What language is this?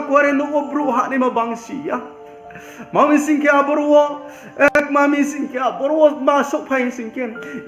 Riang (India)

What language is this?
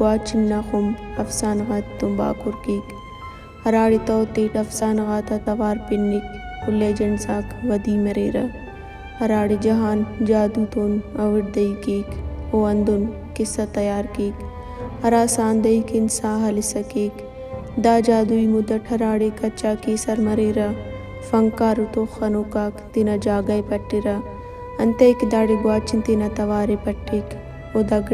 Brahui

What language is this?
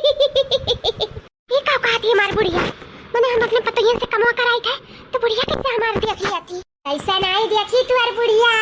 Awadhi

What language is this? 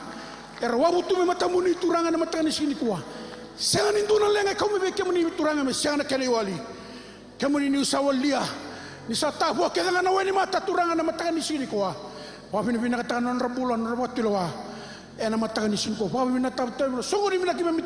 Fijian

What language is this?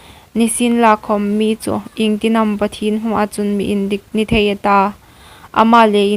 Hmar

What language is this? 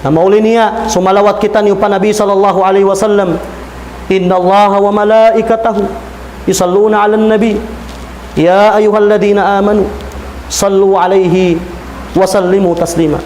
Tausug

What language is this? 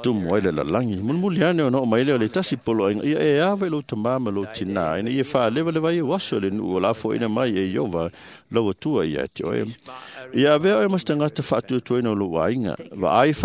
Samoan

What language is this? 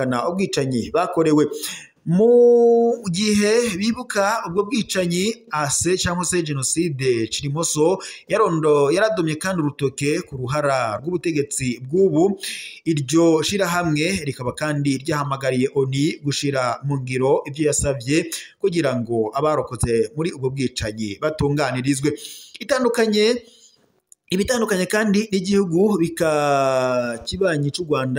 Rundi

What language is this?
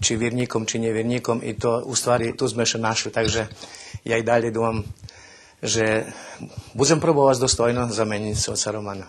Rusyn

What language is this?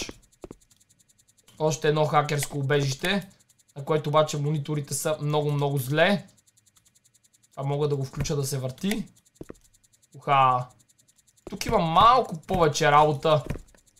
Bulgarian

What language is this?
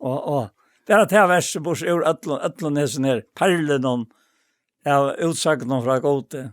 Faroese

